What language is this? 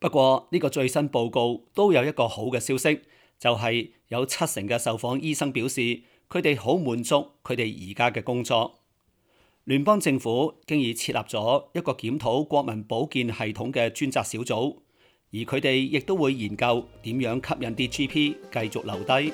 Cantonese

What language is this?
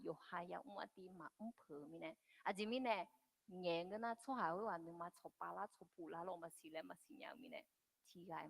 Akha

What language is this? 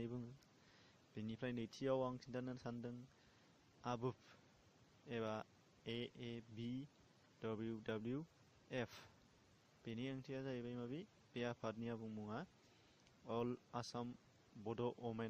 Bodo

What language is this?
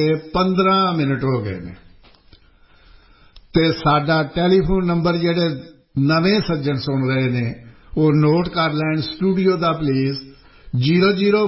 Punjabi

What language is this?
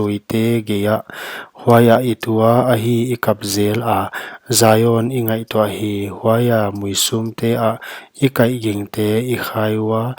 Paite Chin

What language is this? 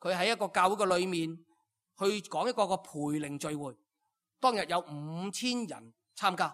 Cantonese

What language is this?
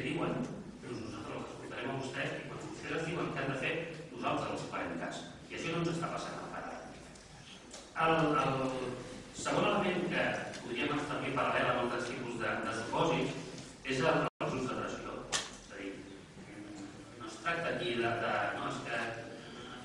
Catalan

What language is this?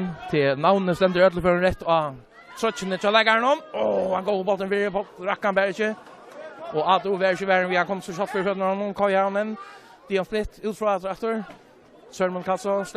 Faroese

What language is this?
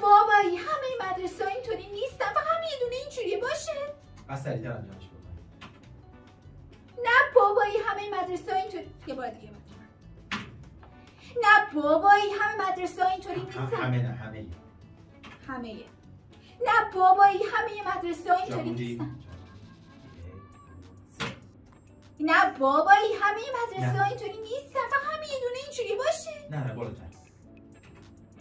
Persian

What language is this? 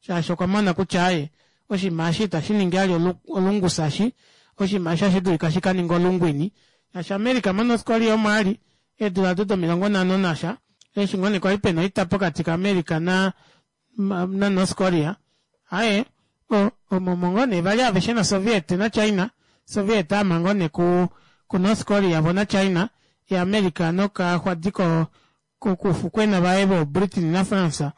Kuanyama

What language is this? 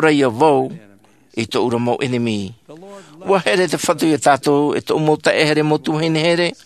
Tahitian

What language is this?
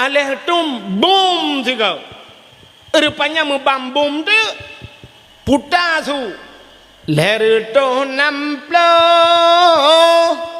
Achinese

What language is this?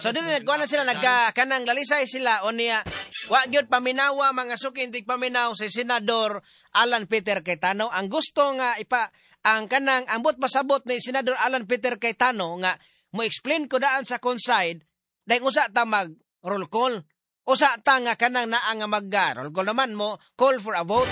Cebuano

